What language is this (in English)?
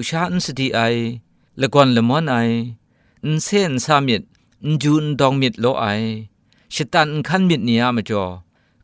Kachin